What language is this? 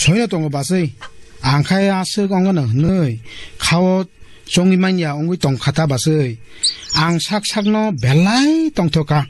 Kok Borok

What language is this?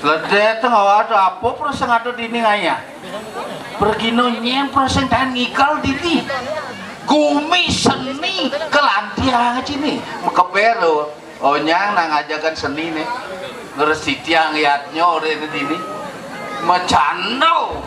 Balinese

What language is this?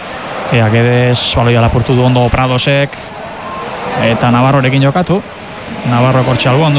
Basque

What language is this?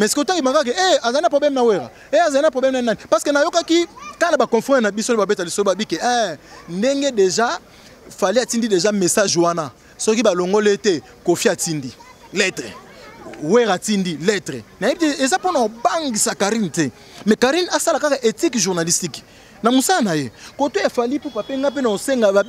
Lingala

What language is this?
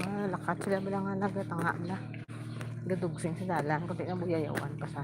Hiligaynon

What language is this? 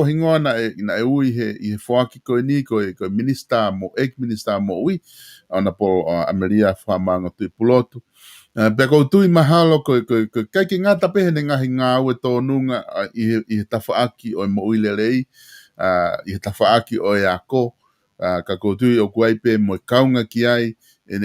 Tongan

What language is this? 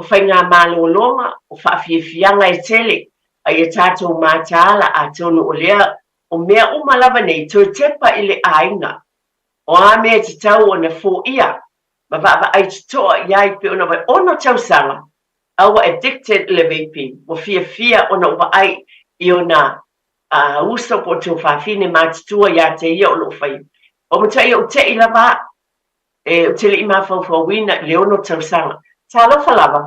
Samoan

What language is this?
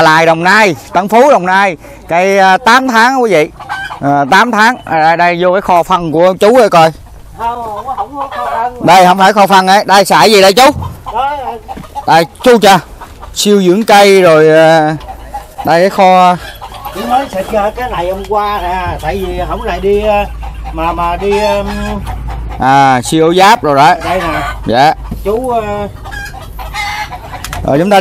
Vietnamese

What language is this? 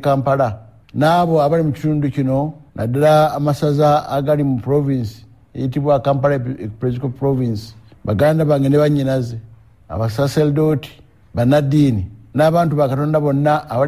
Ganda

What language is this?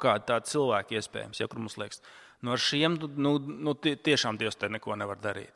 Latvian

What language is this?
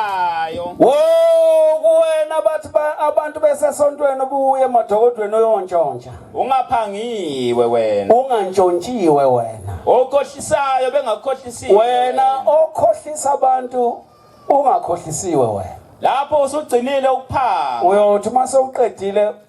Zulu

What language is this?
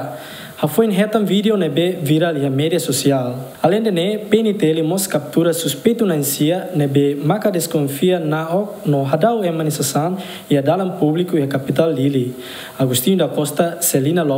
Tetum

